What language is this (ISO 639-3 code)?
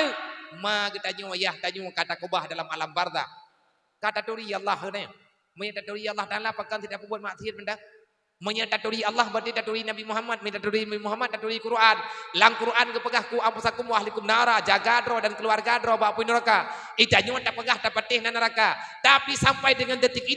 ace